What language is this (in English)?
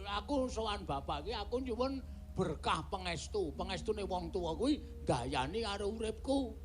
Javanese